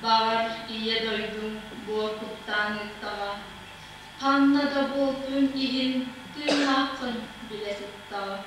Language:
Yakut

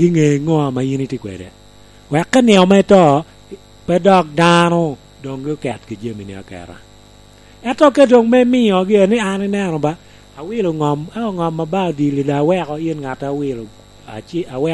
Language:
Lango (Uganda)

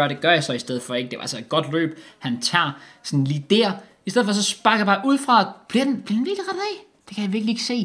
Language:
Danish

